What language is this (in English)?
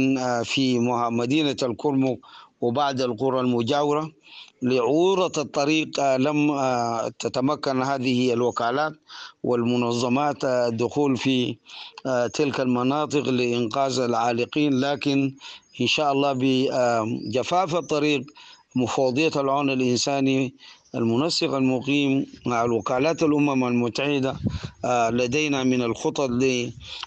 Sudanese Arabic